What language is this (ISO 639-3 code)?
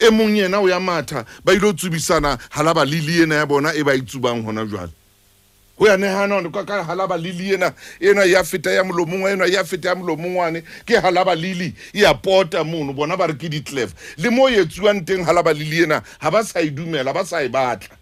sot